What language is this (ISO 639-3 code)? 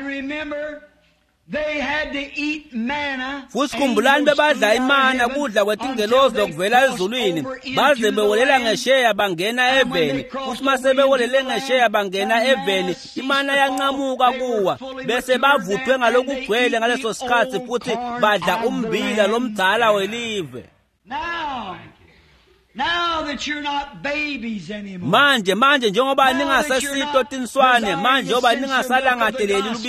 ssw